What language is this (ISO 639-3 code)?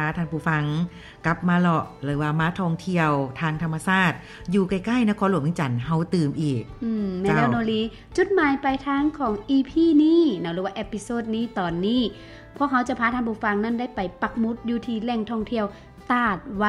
lao